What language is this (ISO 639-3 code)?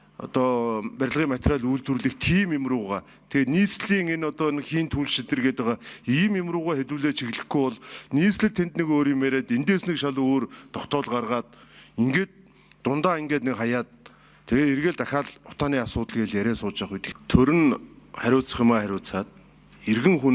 mon